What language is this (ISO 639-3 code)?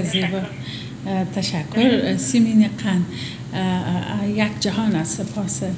fas